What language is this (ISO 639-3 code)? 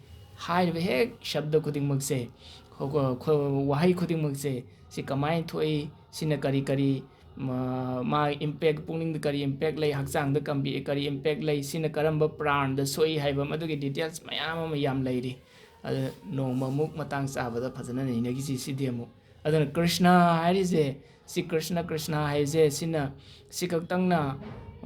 mni